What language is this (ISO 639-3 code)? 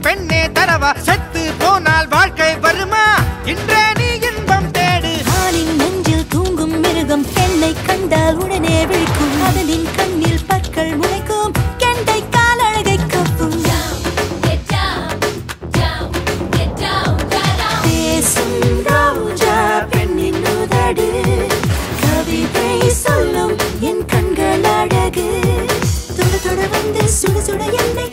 tam